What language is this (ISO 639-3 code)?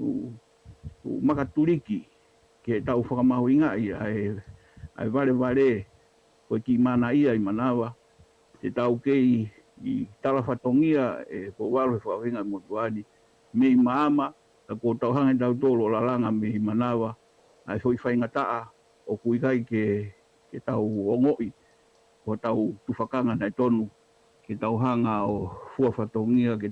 ton